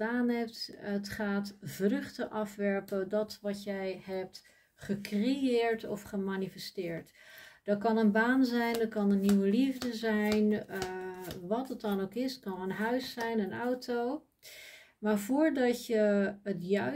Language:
Dutch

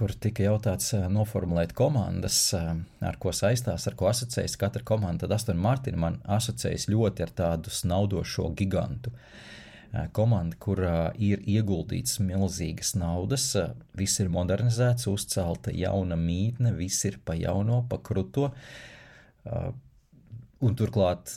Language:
Latvian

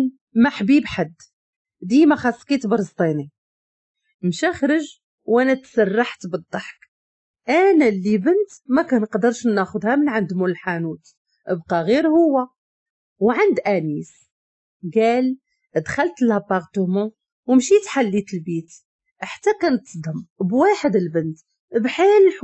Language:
Moroccan Arabic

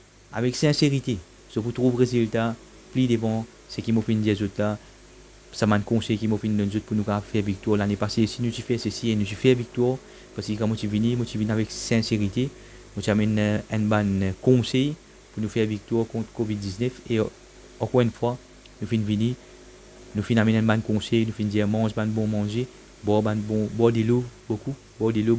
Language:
Morisyen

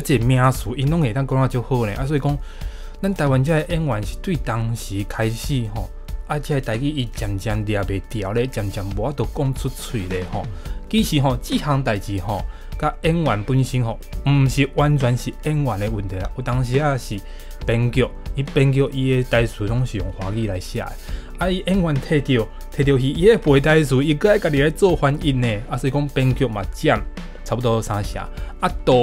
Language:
Min Nan Chinese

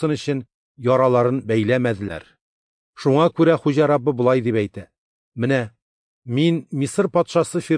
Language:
Tatar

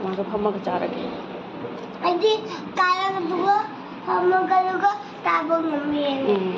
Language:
Manipuri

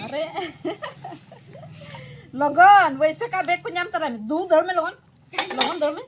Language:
Santali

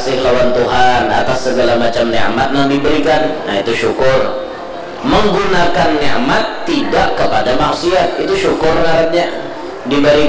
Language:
Banjar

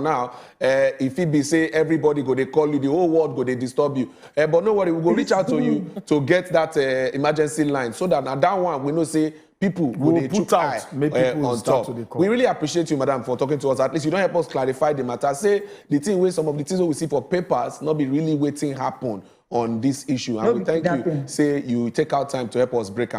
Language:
Nigerian Pidgin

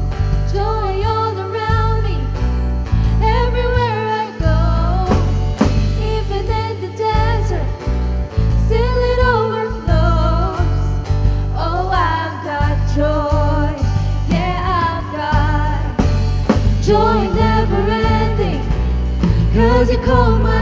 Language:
English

